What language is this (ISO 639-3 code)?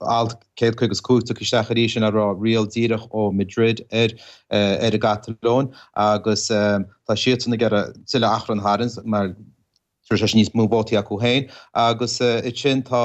gle